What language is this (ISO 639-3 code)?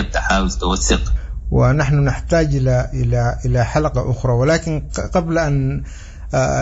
apd